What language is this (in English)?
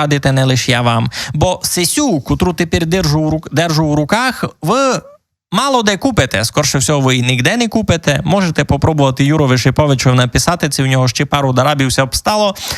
Rusyn